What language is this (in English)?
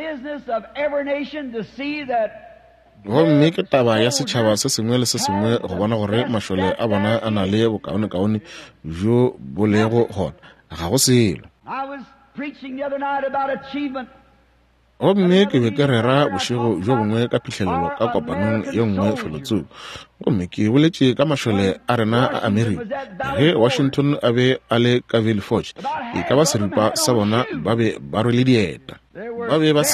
Northern Sotho